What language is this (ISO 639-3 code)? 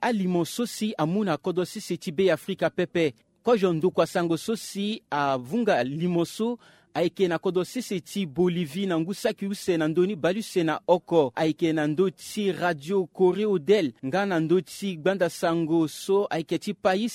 sag